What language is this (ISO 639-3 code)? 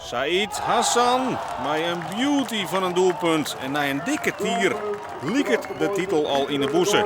fry